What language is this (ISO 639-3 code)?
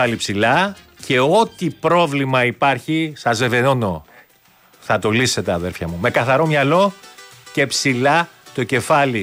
ell